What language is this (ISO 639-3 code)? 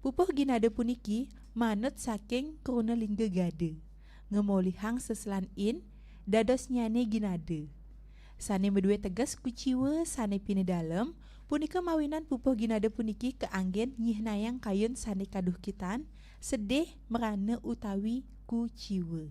ban